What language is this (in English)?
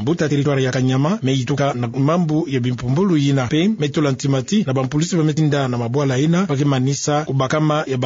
Kituba (Democratic Republic of Congo)